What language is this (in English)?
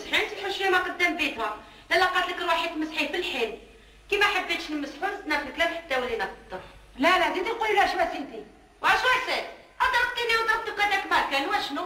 Algerian Arabic